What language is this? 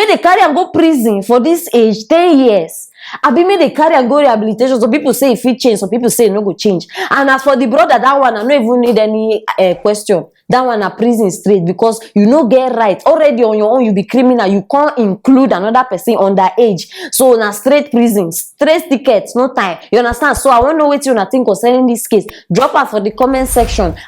Nigerian Pidgin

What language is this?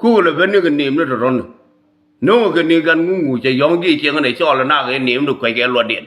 Nuer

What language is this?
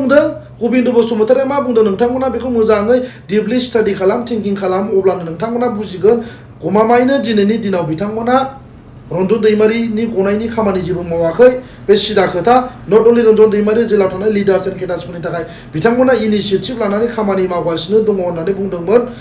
Bodo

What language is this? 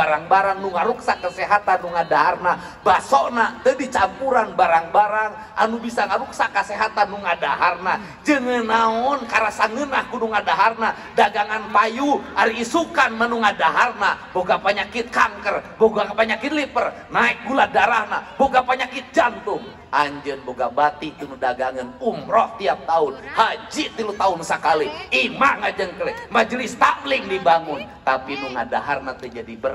Sundanese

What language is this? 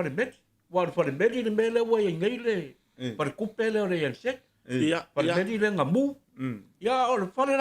Samoan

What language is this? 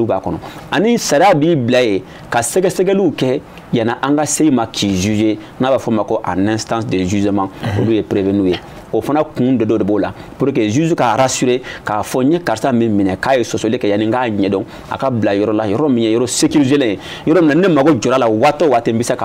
Bambara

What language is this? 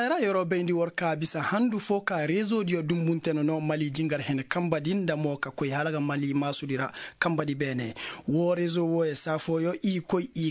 Koyraboro Senni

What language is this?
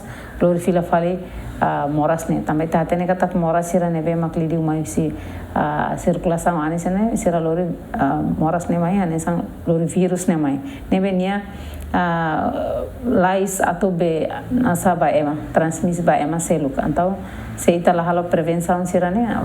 Tetum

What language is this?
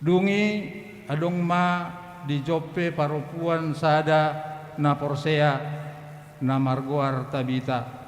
Batak Toba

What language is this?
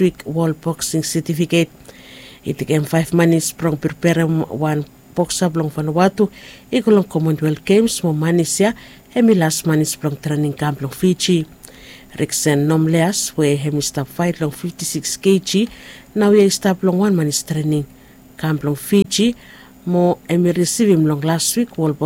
Bislama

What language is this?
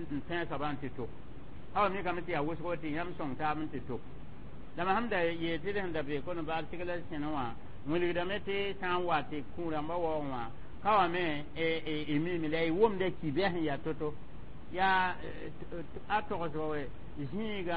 Mossi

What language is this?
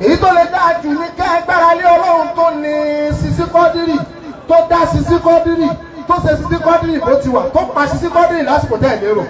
Yoruba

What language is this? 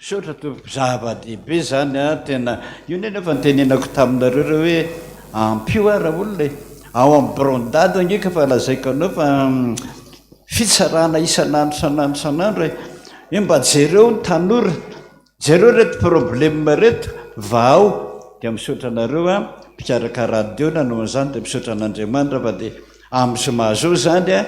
Malagasy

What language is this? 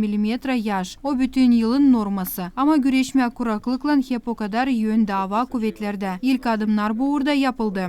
Gagauz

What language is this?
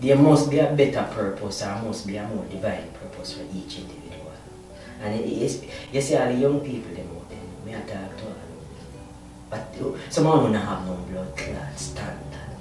Jamaican Creole English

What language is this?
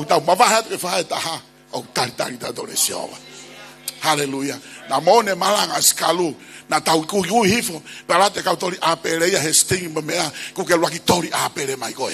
Tongan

